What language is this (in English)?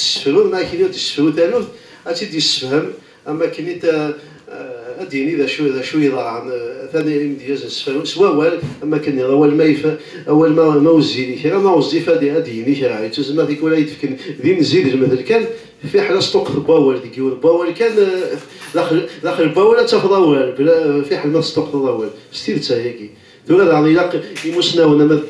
Kabyle